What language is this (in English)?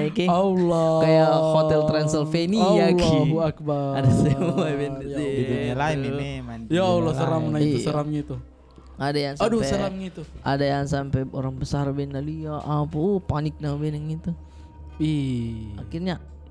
Makassar Malay